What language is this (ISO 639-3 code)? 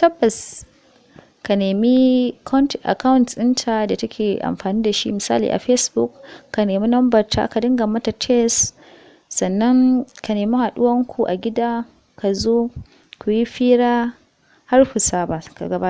hau